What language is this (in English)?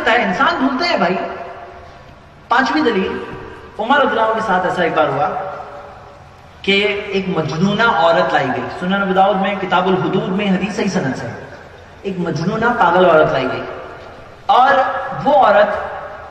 Urdu